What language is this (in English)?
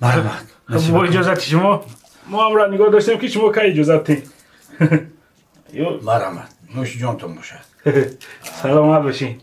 Tajik